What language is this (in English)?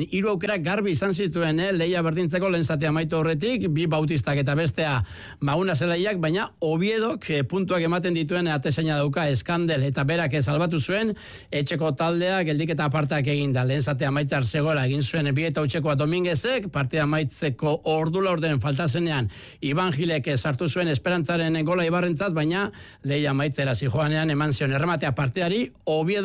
Basque